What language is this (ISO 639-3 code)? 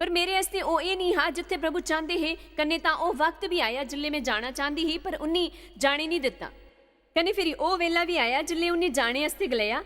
doi